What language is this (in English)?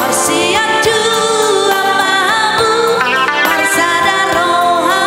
Batak Toba